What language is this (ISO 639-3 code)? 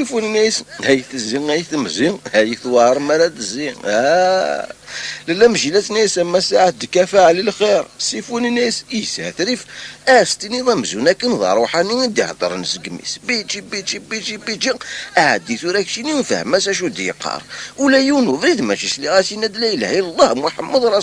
kab